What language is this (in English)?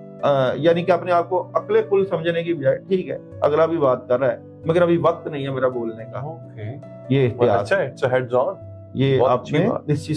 Urdu